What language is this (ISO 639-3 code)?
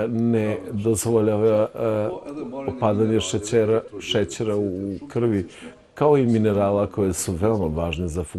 srp